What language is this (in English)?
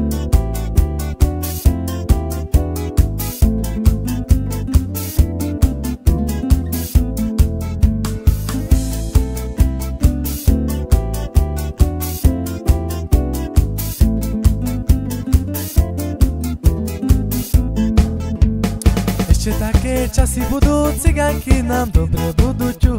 Slovak